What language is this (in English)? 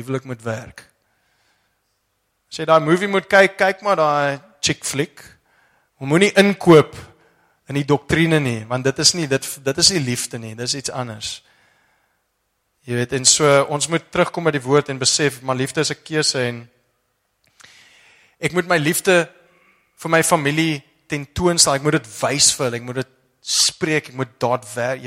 Afrikaans